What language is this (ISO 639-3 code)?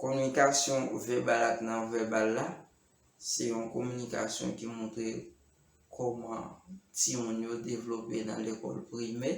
hat